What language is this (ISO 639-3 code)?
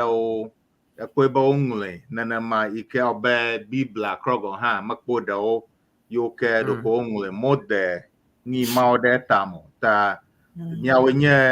ewe